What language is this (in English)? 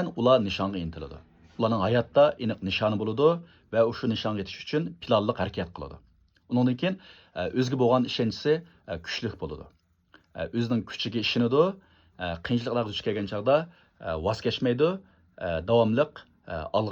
Uyghur